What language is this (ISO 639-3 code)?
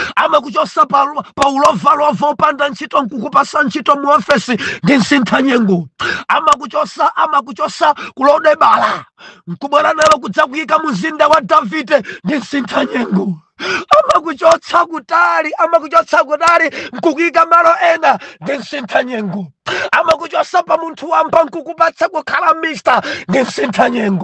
nya